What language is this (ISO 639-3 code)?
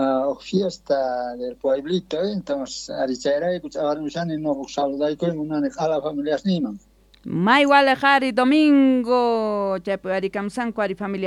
quh